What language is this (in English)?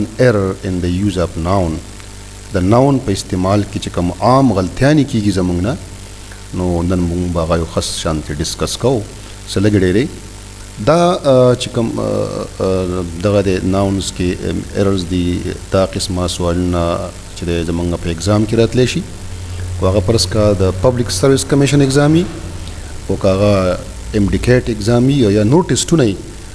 Pashto